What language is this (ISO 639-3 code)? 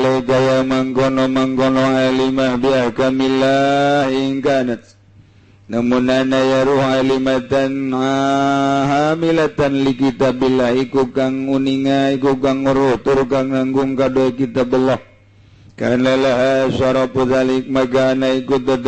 sun